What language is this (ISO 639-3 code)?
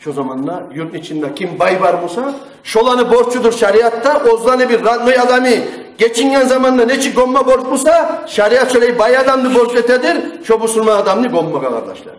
kum